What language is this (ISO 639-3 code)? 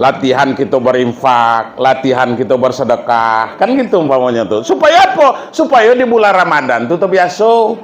min